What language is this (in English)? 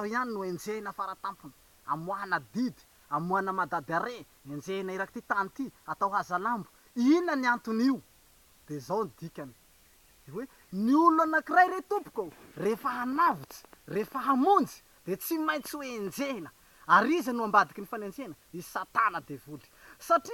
Malagasy